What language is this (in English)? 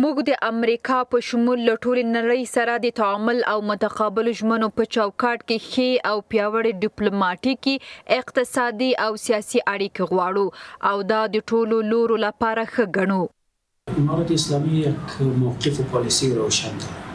Pashto